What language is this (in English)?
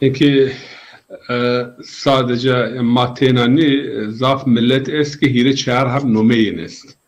Zaza